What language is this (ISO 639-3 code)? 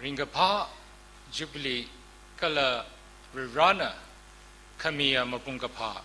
nmf